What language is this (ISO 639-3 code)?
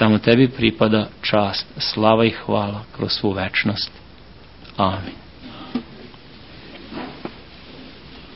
srp